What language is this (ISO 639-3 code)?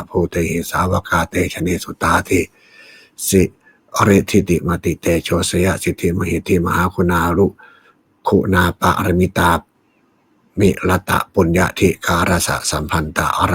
pli